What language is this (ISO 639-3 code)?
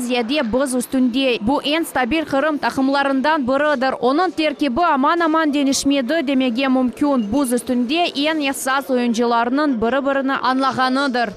crh